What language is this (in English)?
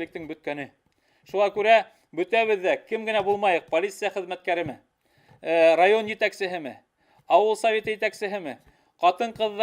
Bashkir